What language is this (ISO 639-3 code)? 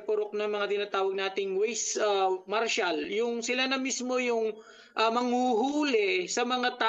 fil